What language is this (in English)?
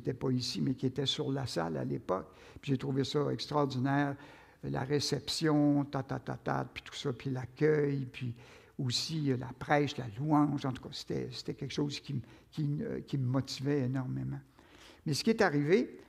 French